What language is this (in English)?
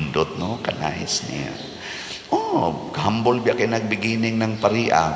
Cebuano